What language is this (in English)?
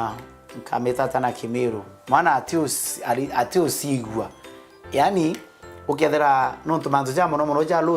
Meru